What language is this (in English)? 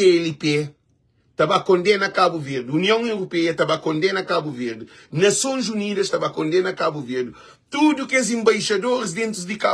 Kabuverdianu